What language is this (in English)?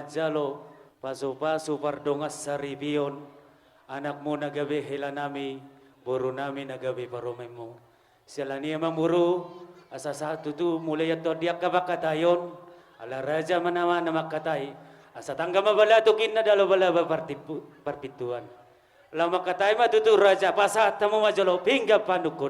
Batak Toba